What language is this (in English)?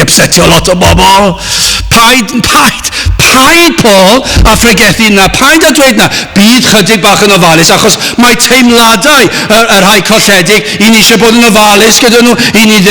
Welsh